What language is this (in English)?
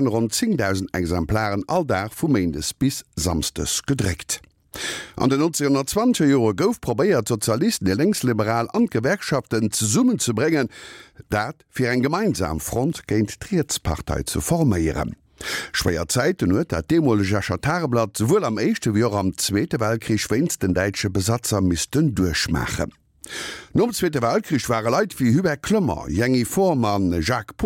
Luxembourgish